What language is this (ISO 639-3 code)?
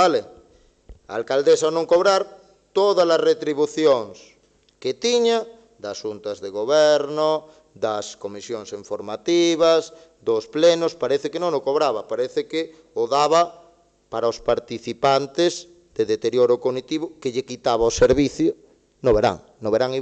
glg